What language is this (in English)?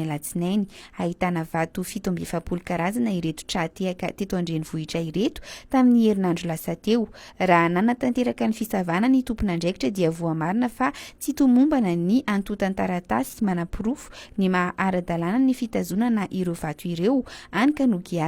Malagasy